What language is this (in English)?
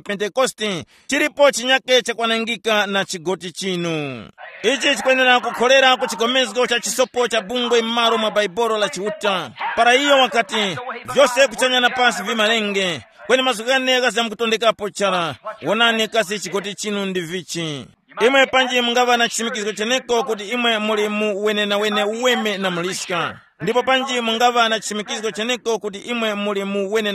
Tumbuka